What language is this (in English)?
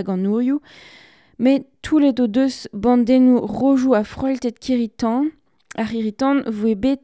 Breton